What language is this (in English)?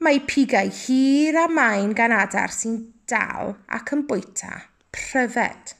Welsh